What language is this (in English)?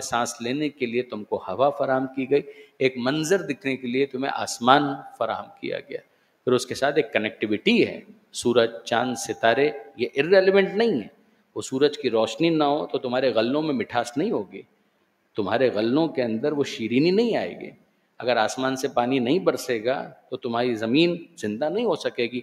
Urdu